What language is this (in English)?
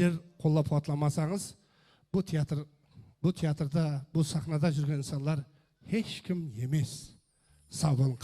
Kara-Kalpak